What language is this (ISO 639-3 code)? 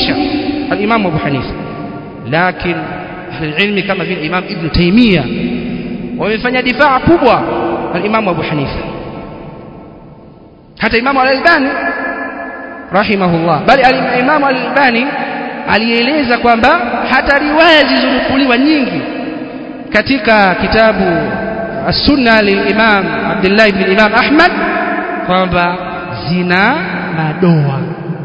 swa